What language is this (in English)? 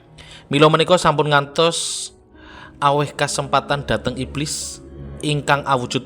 Javanese